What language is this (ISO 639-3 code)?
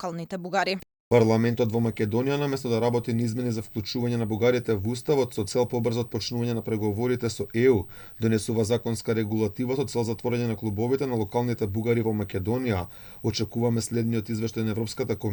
mkd